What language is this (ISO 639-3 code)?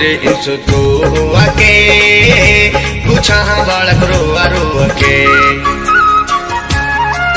bho